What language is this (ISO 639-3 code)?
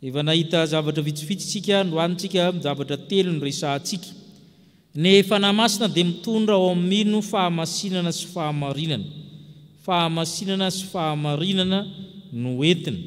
mlg